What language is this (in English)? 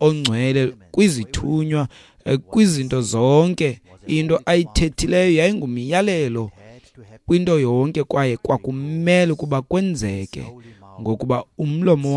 Xhosa